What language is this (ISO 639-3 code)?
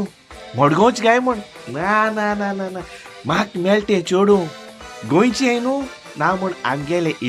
kok